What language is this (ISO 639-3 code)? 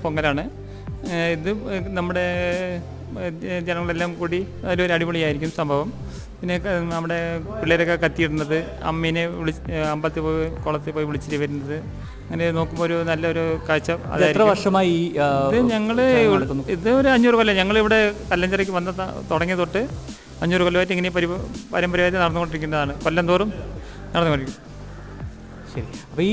mal